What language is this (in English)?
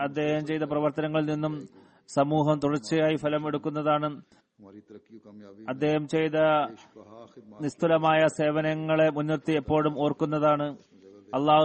Malayalam